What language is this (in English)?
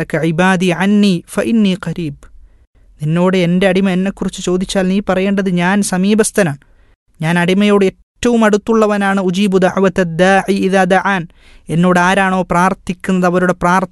Malayalam